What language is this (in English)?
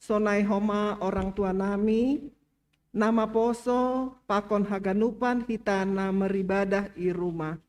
Batak Simalungun